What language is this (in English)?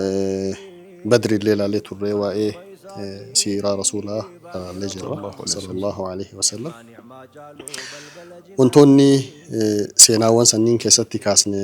Oromo